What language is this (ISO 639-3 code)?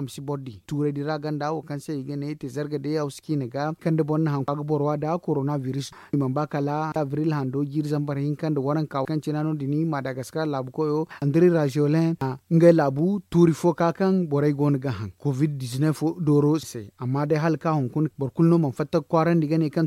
dje